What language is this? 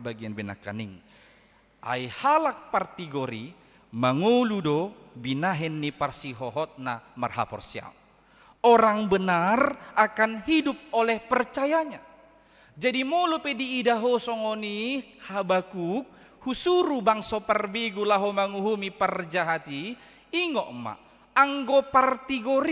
Batak Toba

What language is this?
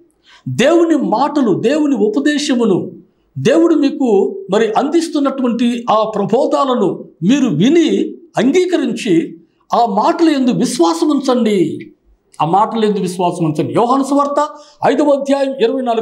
Telugu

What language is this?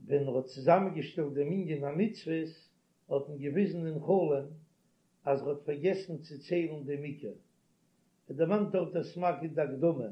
Yiddish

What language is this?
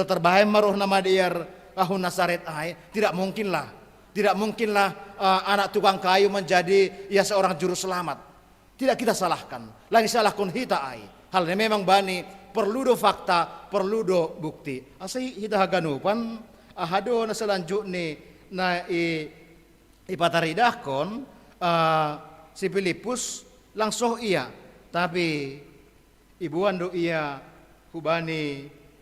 Batak Simalungun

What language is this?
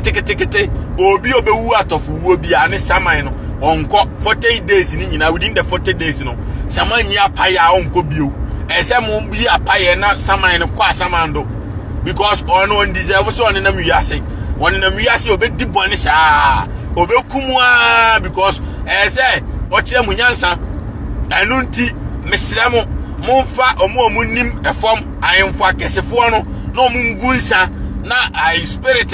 Akan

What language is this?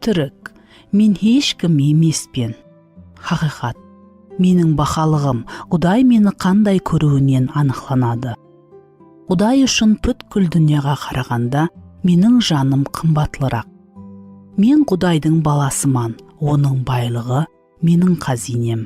Kara-Kalpak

